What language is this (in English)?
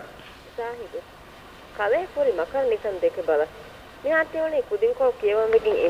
Divehi